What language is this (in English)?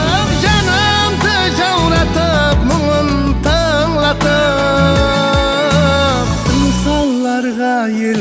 Kara-Kalpak